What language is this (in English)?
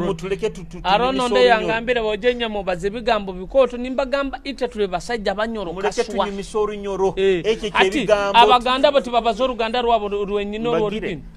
Nyoro